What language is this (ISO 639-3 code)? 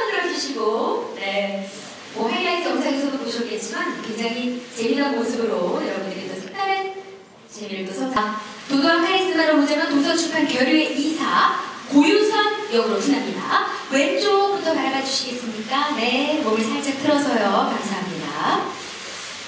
kor